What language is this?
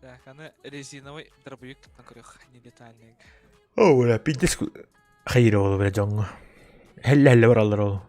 Yakut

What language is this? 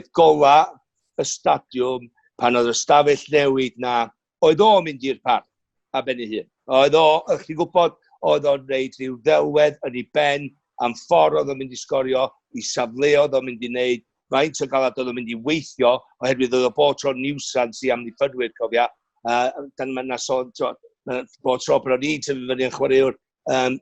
Welsh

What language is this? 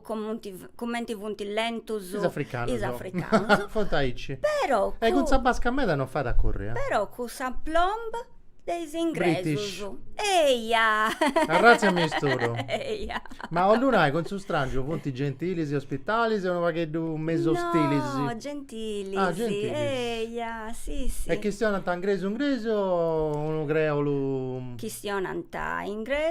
Sardinian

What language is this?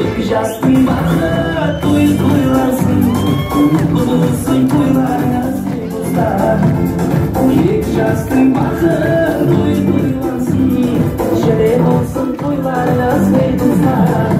Kara-Kalpak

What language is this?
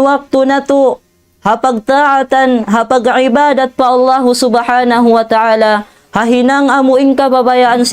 Tausug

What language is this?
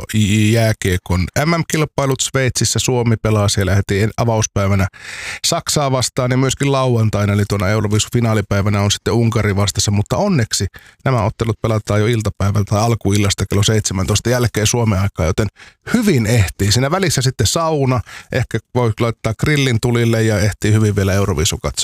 Finnish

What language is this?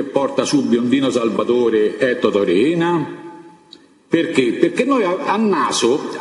Italian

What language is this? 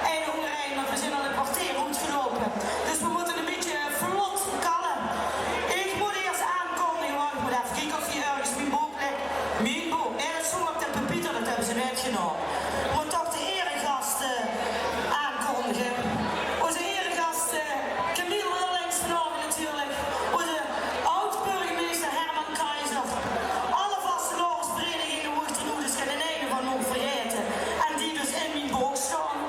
Limburgish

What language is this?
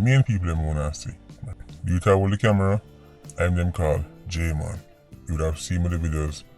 Jamaican Creole English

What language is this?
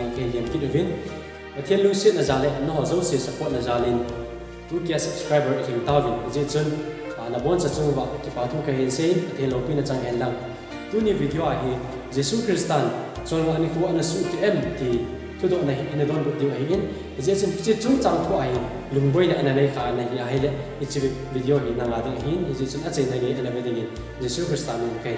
Thado Chin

